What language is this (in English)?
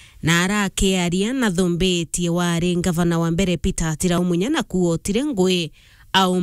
Meru